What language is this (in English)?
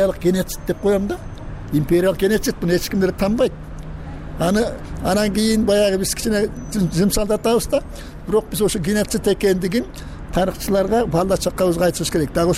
Kyrgyz